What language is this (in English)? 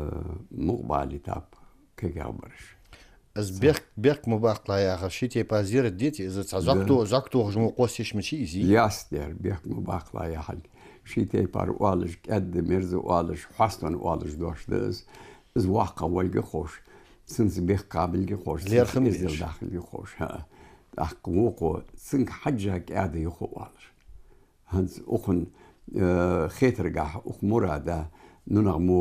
Ingush